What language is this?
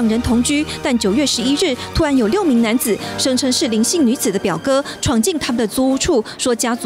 Chinese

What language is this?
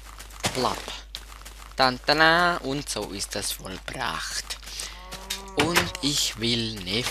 Swiss German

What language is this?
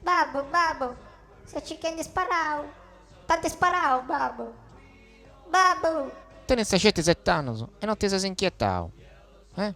Sardinian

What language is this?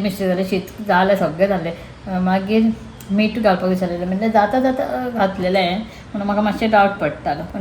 Konkani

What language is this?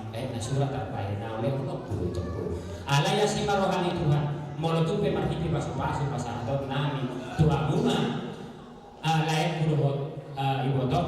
Batak Toba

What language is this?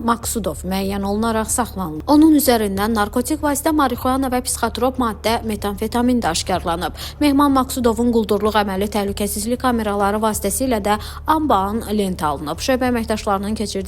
Azerbaijani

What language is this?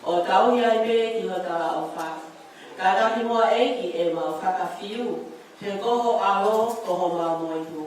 Tongan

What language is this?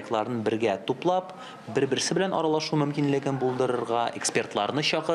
Tatar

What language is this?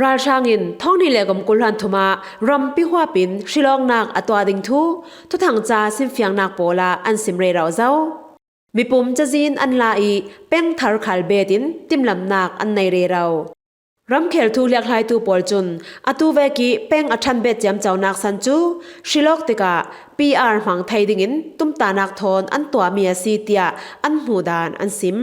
Falam Chin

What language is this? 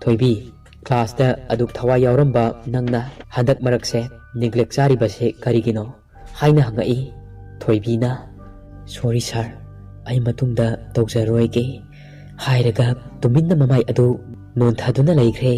Manipuri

